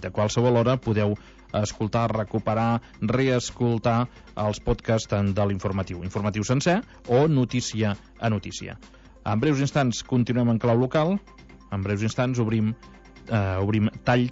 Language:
Catalan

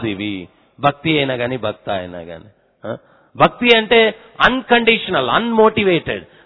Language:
Telugu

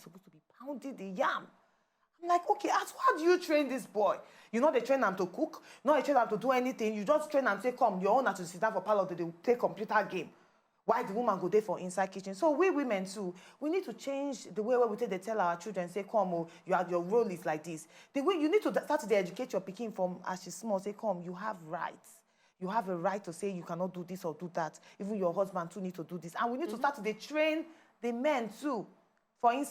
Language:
Nigerian Pidgin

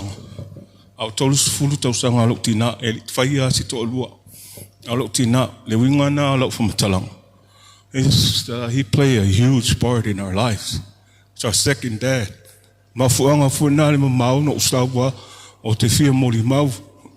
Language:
Samoan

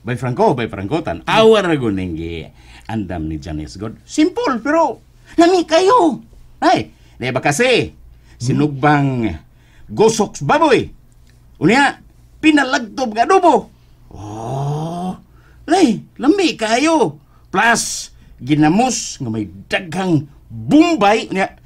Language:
Cebuano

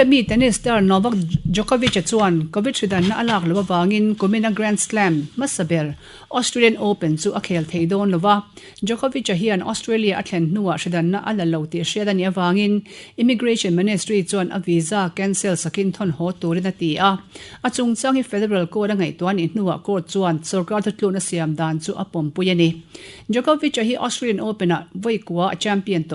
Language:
Mizo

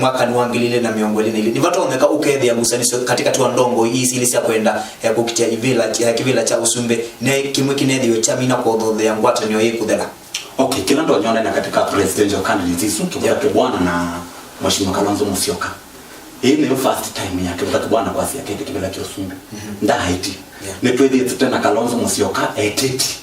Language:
Kamba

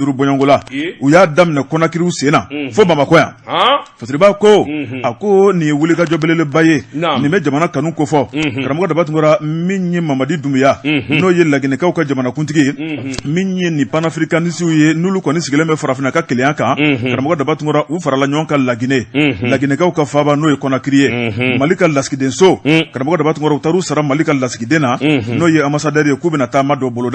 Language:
Bambara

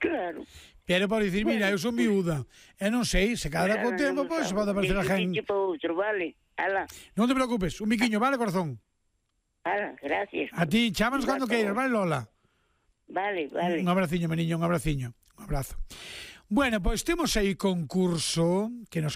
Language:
Galician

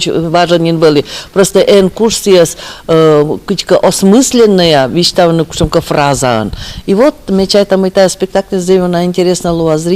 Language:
Komi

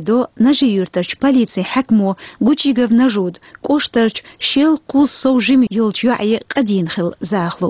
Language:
Chechen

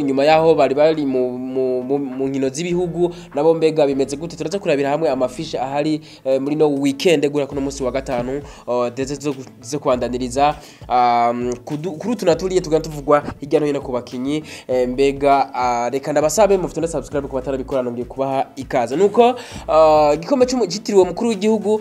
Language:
Rundi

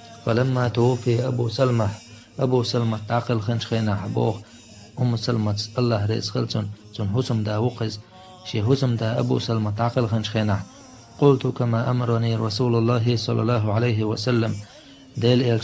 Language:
Chechen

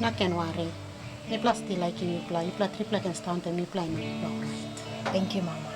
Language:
Tok Pisin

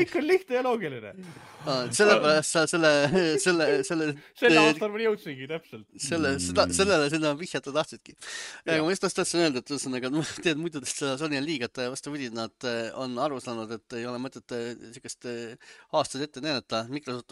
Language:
Estonian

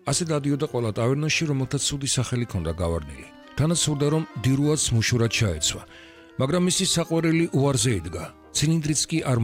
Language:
Georgian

